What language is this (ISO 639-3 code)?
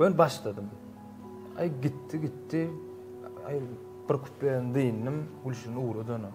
tuk